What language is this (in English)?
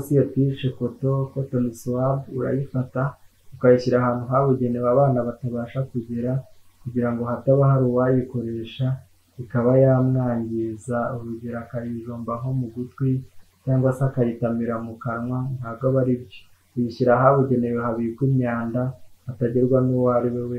Kinyarwanda